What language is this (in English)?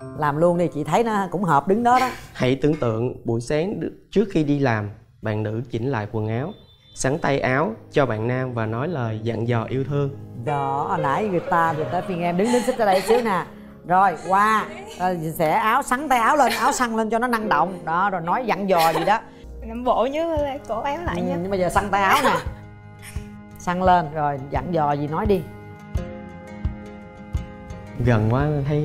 Vietnamese